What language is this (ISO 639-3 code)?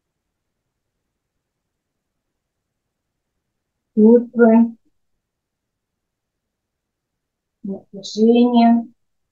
rus